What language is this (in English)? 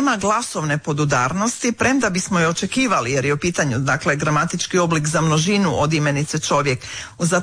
Croatian